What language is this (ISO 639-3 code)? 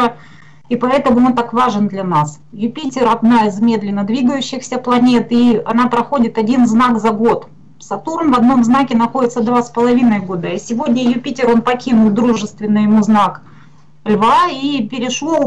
rus